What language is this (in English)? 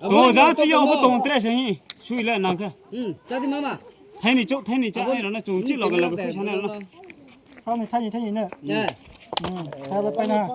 Riang (India)